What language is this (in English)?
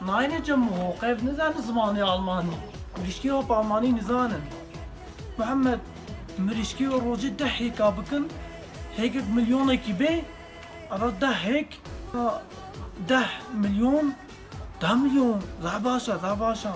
Kurdish